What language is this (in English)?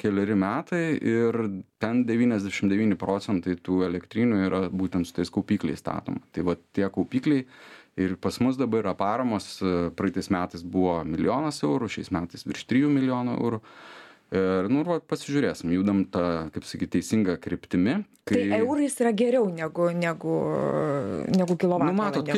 Lithuanian